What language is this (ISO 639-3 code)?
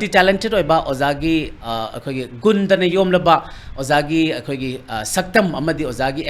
mni